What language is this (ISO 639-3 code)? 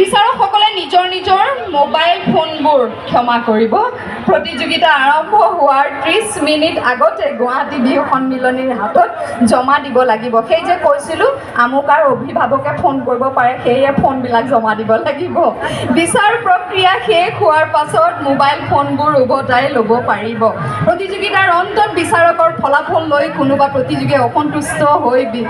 asm